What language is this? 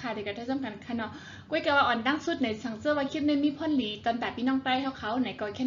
Shan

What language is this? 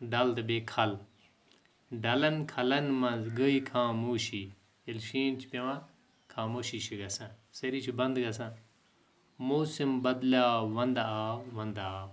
Kashmiri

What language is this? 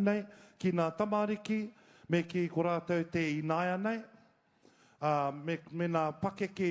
Māori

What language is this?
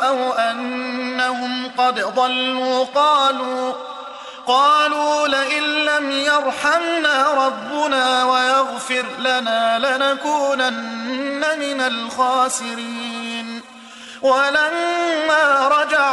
Arabic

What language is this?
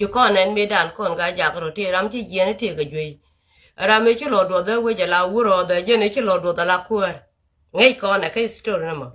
Nuer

